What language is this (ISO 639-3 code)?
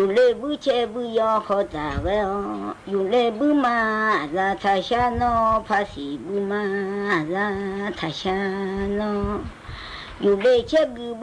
ahk